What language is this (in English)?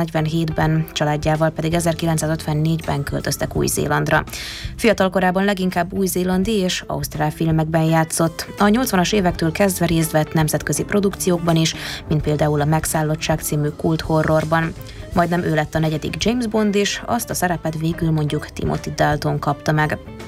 Hungarian